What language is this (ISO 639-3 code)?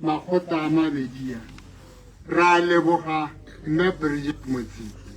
tsn